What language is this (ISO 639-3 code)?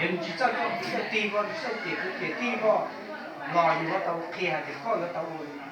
hmn